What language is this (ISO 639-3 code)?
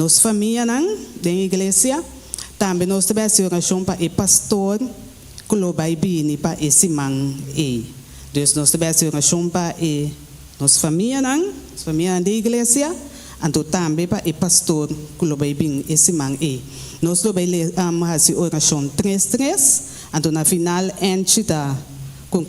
pap